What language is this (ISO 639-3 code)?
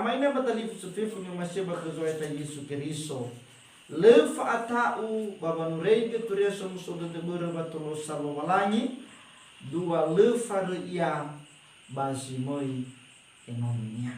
nia